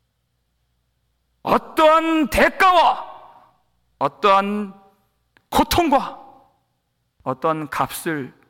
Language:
Korean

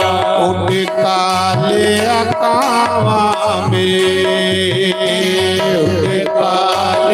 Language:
Dogri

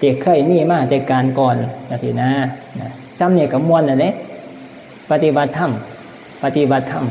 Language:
Northeastern Thai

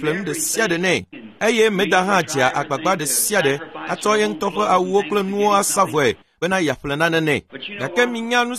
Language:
Ewe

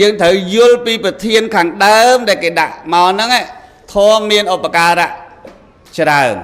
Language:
Khmer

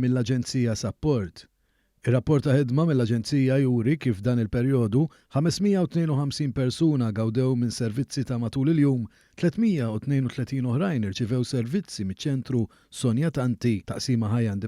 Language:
Maltese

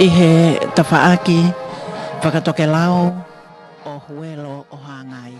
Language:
Tongan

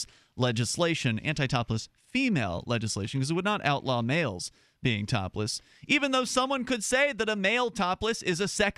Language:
English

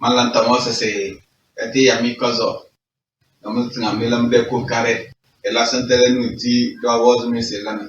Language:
Tem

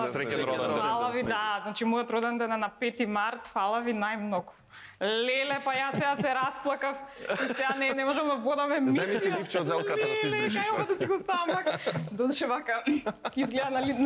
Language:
Macedonian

